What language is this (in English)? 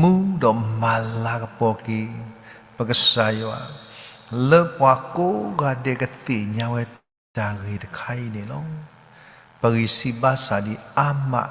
S'gaw Karen